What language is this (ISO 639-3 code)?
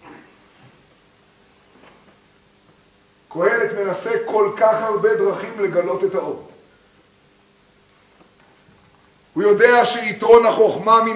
heb